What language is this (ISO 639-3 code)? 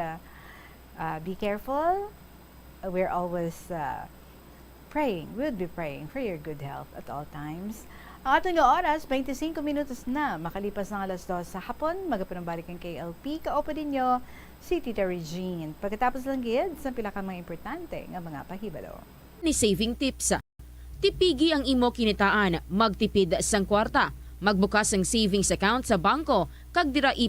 hil